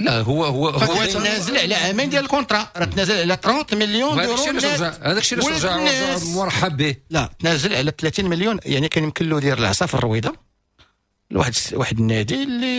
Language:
Moroccan Arabic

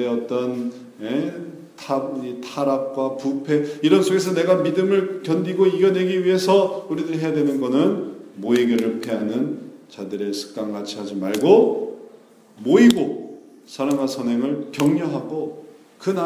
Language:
Korean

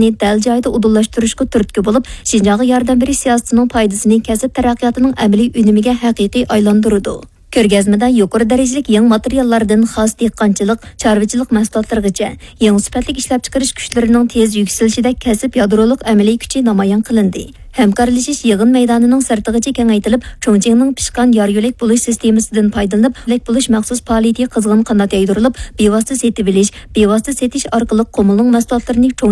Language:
Uyghur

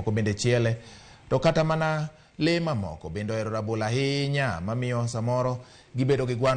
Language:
Luo (Kenya and Tanzania)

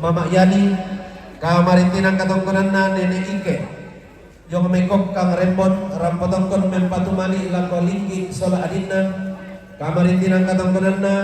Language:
Toraja-Sa'dan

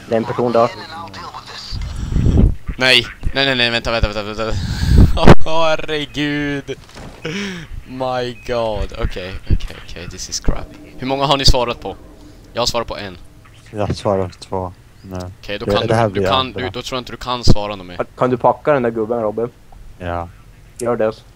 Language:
Swedish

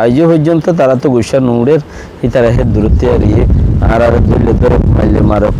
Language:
Rohingya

